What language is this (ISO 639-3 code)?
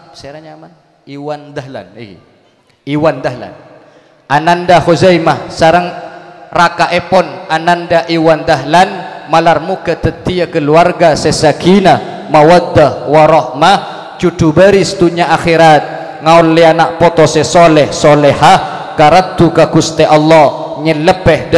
mad